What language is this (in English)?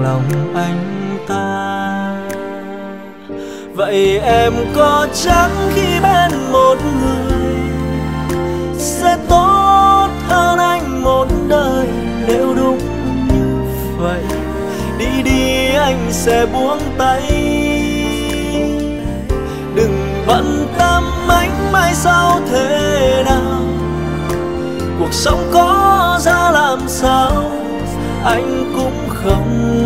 Vietnamese